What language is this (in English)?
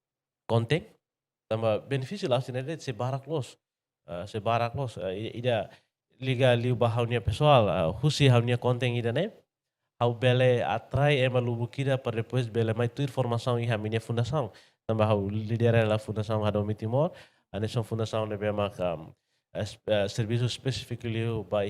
Tetum